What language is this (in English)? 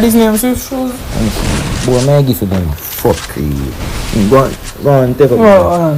Jamaican Creole English